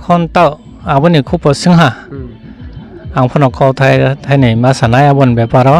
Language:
Riang (India)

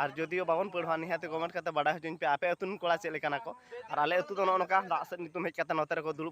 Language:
Santali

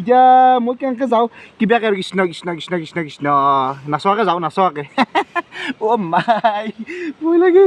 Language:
Assamese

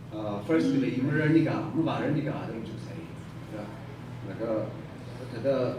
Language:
Tangkhul Naga (India)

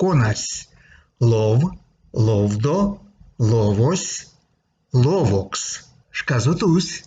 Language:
Erzya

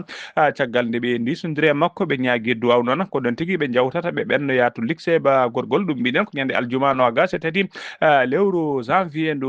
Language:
Fula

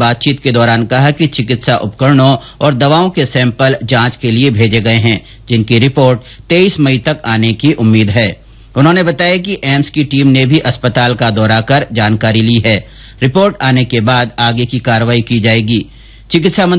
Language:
Hindi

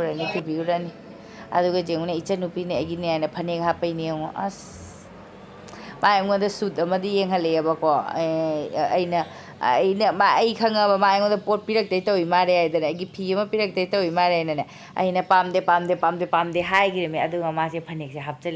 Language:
Manipuri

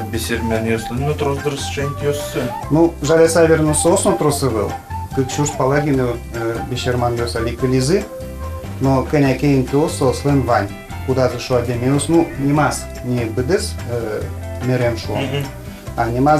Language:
Udmurt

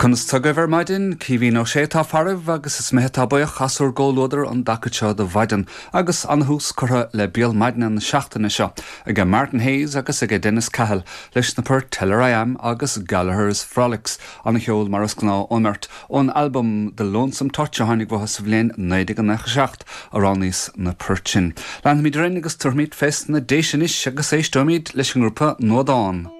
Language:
Irish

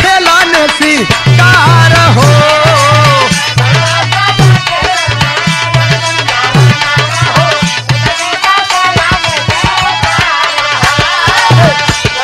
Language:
Bhojpuri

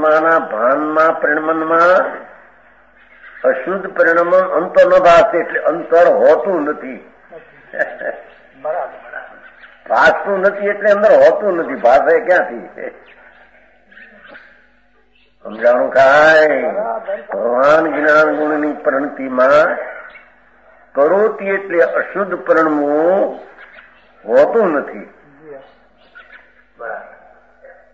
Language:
Gujarati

